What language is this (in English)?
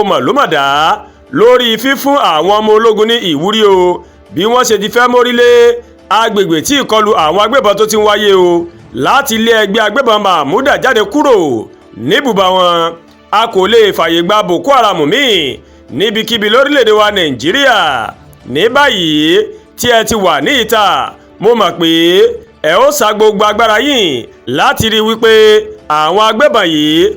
Yoruba